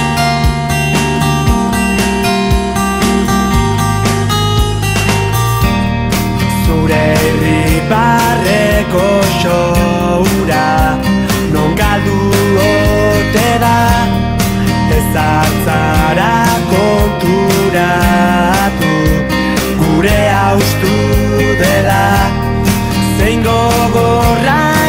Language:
Basque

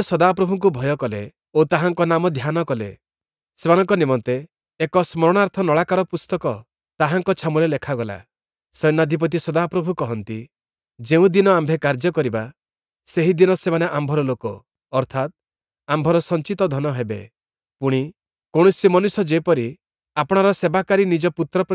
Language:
Odia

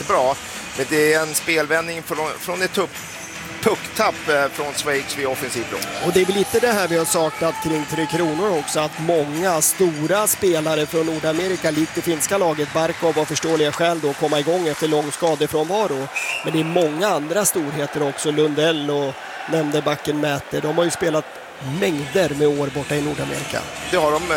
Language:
Swedish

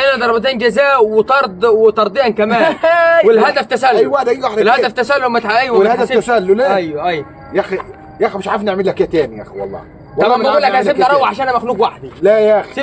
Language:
Egyptian Arabic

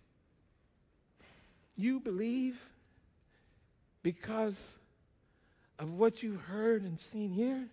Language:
English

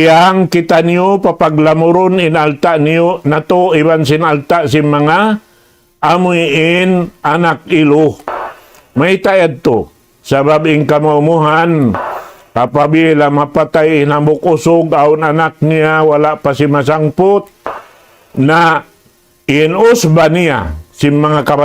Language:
Tausug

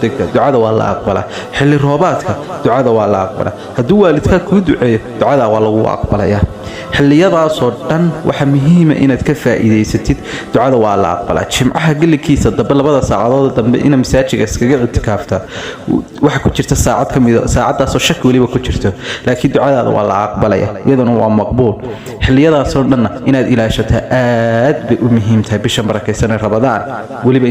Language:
Somali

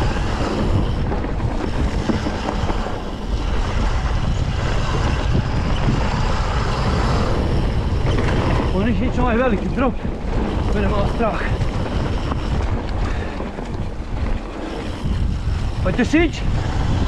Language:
Croatian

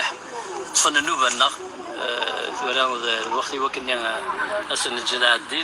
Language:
Kabyle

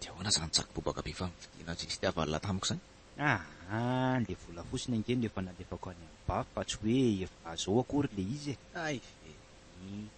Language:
Malagasy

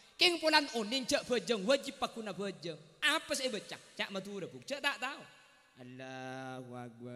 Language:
Madurese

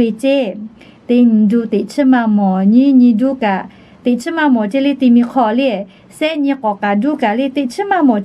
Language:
Lahu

